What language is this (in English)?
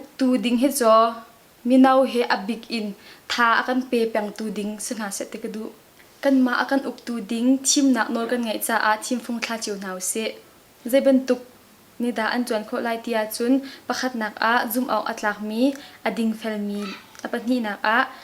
Hakha Chin